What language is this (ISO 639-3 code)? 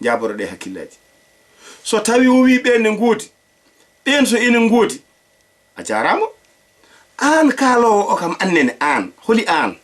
ful